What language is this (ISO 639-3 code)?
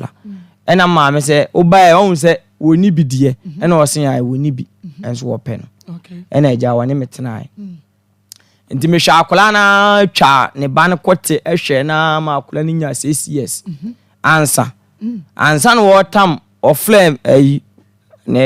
aka